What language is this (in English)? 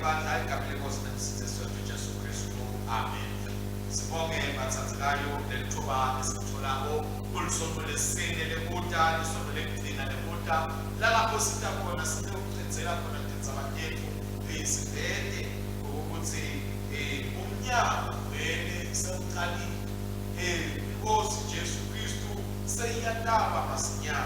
Swati